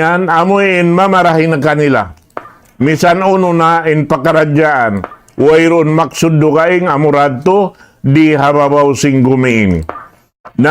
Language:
Tausug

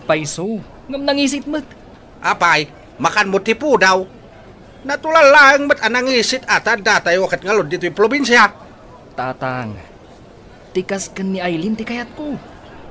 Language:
Iloko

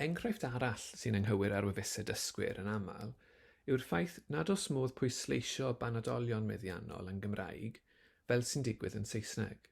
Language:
Welsh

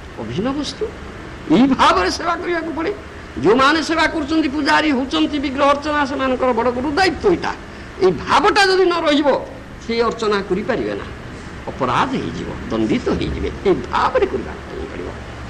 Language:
Odia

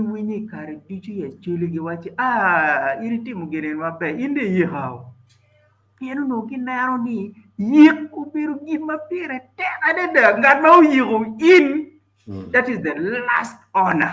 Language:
Acoli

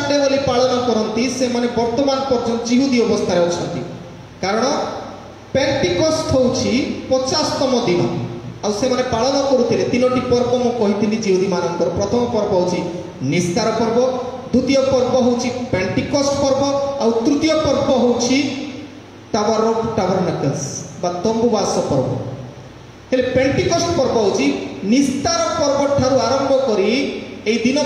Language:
Odia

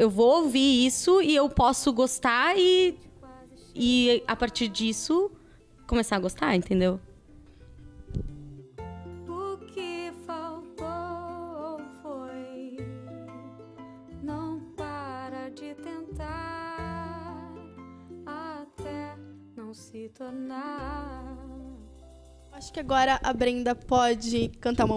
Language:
Portuguese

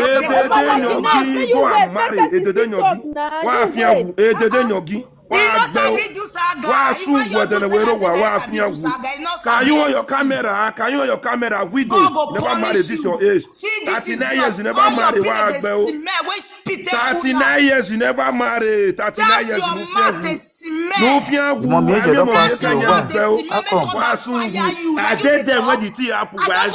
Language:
Nigerian Pidgin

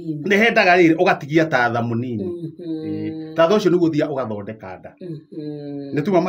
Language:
Kikuyu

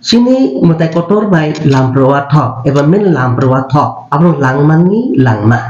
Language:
Kok Borok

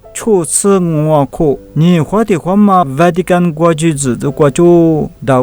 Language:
Lisu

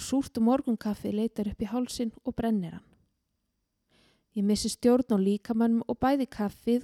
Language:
Icelandic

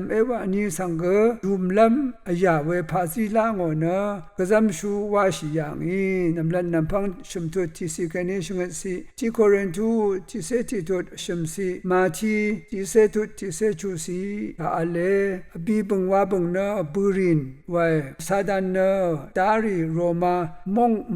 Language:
Rawang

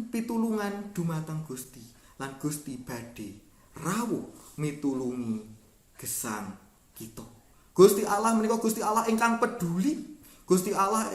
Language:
Javanese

